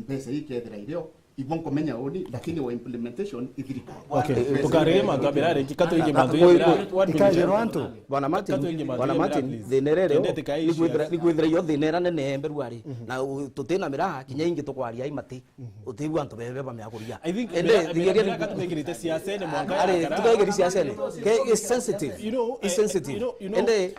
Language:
Meru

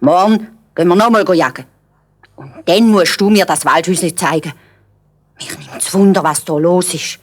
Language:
Swiss German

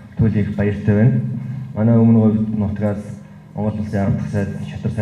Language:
Mongolian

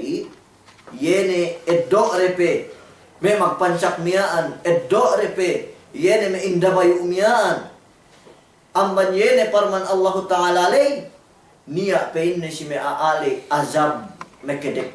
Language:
Yakan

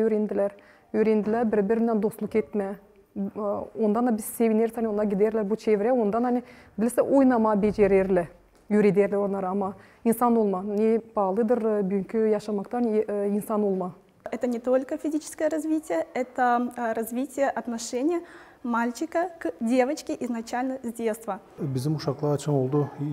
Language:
Gagauz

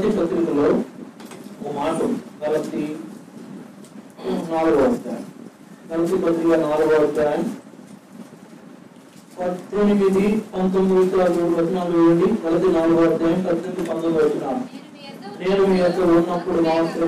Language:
Telugu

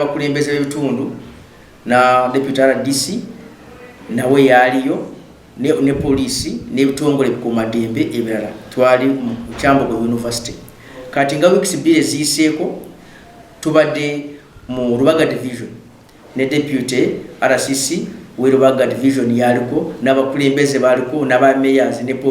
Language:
Ganda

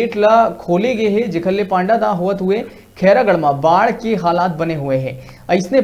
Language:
Chhattisgarhi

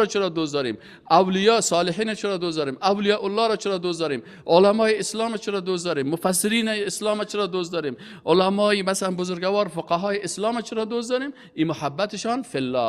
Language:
Persian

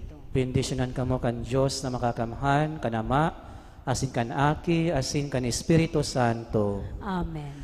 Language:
Bikol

